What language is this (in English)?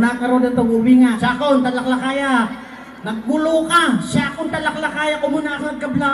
Iloko